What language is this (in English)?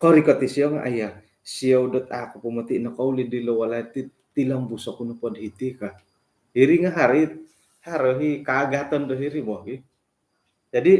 Central Dusun